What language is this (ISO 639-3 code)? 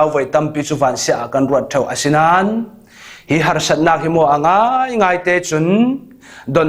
cfm